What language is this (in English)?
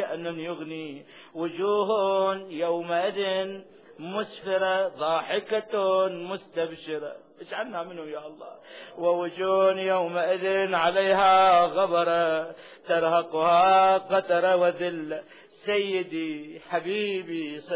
Arabic